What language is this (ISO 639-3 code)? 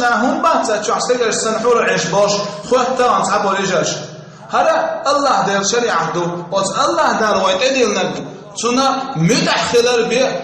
che